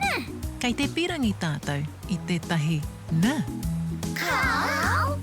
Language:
Māori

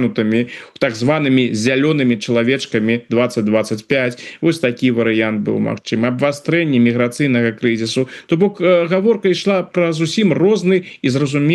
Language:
Belarusian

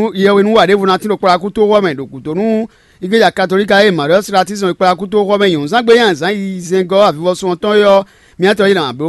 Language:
Fon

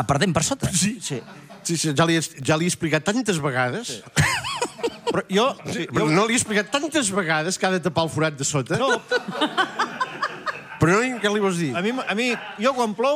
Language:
Catalan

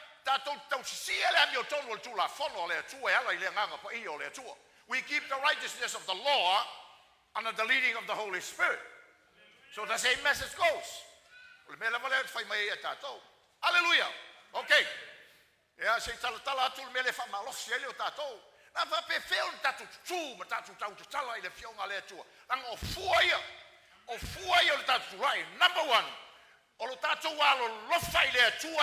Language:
Samoan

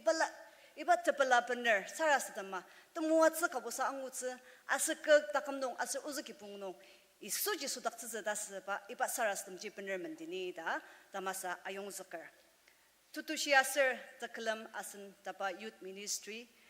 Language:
Ao Naga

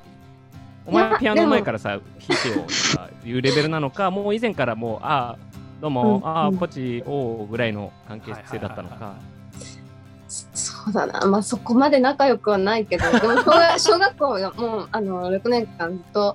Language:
Japanese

